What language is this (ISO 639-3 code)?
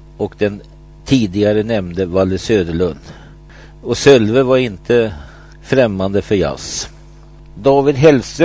swe